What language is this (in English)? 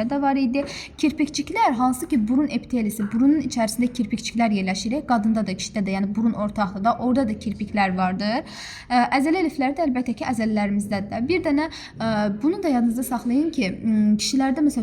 Azerbaijani